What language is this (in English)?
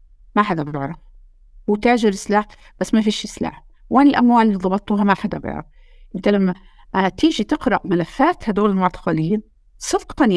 North Levantine Arabic